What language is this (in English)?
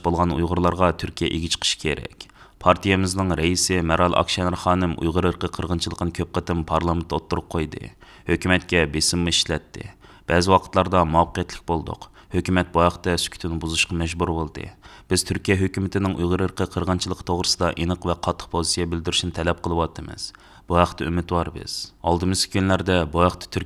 Uyghur